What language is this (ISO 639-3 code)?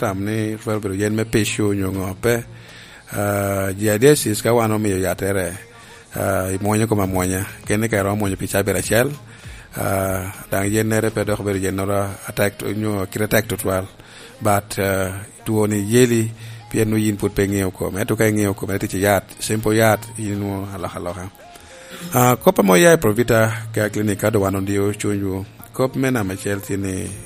laj